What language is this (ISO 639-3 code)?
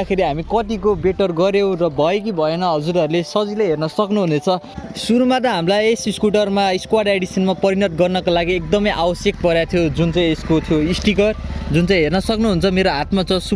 nep